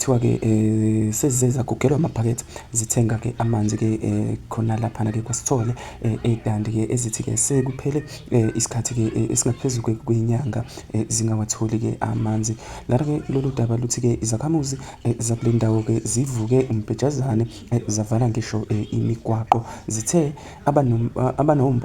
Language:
Zulu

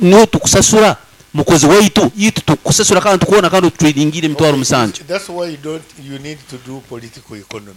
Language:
Nyankole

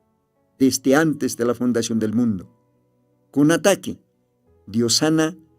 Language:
Aymara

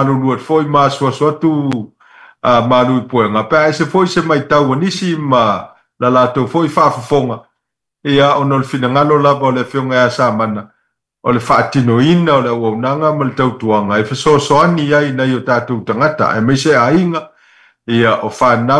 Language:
Samoan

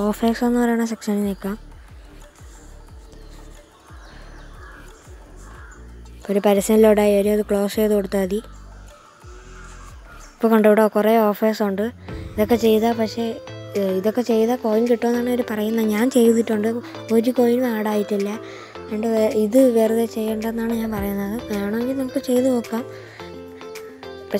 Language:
Malayalam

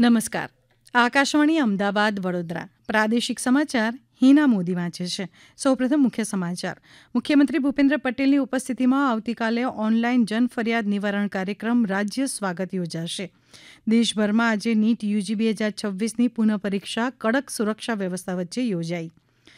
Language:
Gujarati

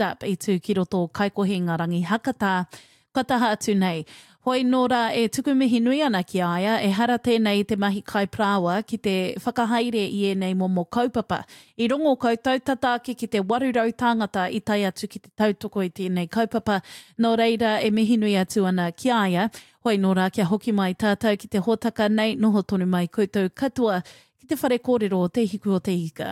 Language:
Māori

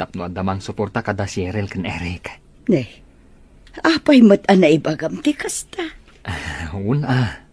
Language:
Iloko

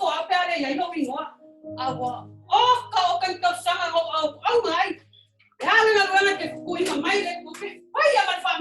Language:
Samoan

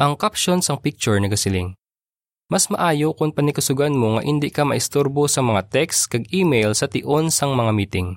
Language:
Hiligaynon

